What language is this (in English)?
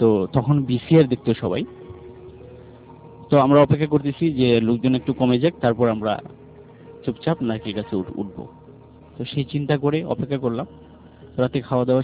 Bangla